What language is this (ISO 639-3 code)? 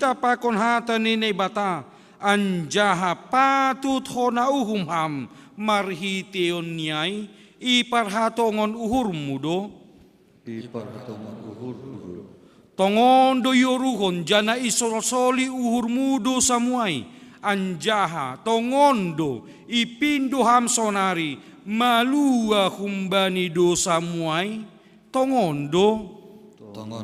bts